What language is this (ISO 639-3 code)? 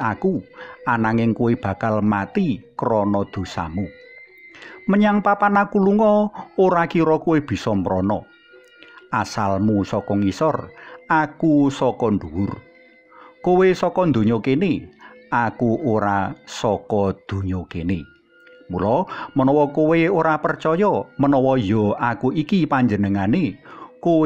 jav